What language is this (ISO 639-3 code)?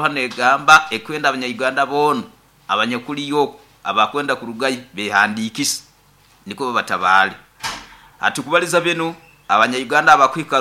nyo